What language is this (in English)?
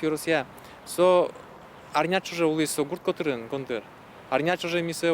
Udmurt